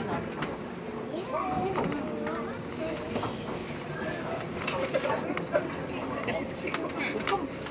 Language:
Japanese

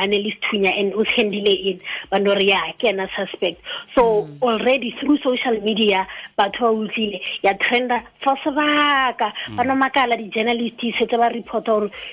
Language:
Tswana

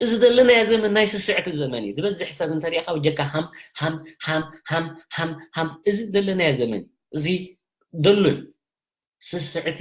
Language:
Tigrinya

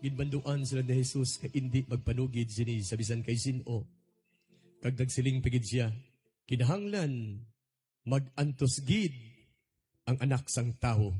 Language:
Hiligaynon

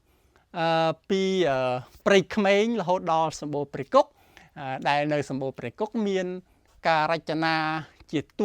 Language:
Khmer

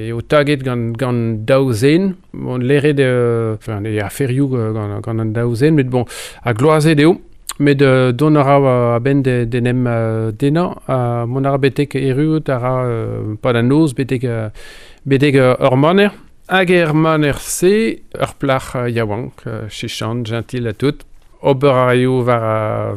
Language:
Breton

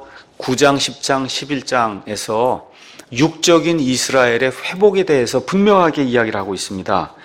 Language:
Korean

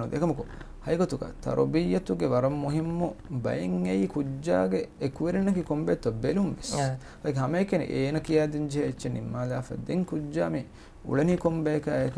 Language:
Divehi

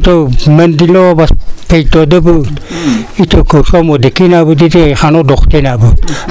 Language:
Persian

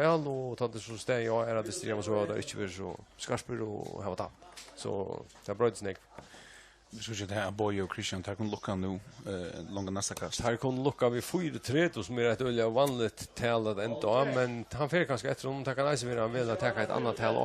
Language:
Faroese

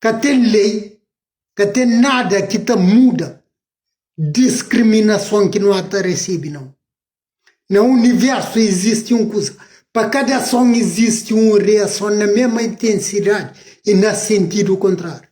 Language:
Kabuverdianu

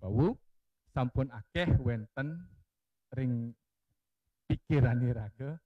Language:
Balinese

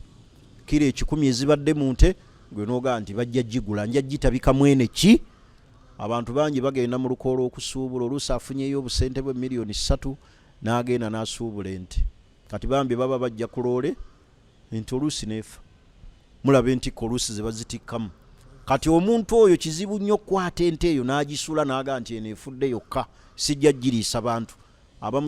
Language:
Ganda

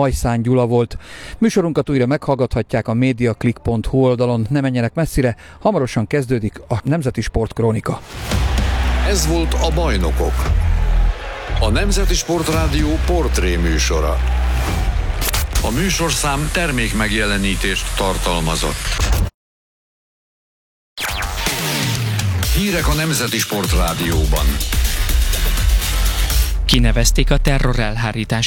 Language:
Hungarian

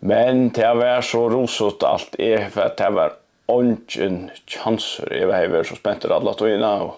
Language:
Faroese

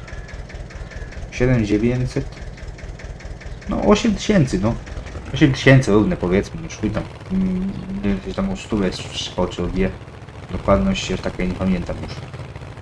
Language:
Polish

